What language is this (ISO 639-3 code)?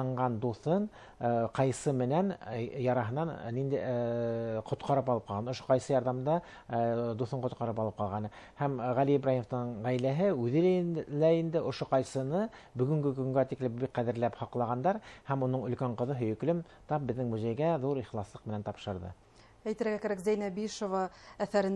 bak